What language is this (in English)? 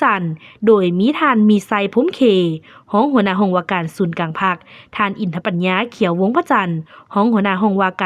Lao